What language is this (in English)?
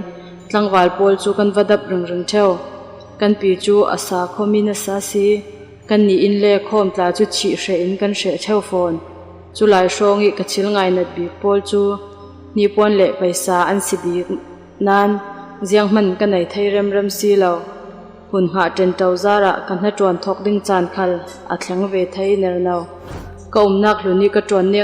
Falam Chin